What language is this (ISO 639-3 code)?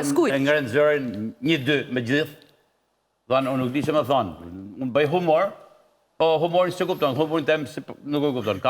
sqi